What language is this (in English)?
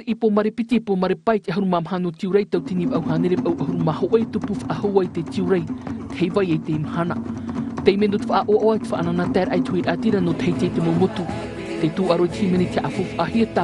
Tahitian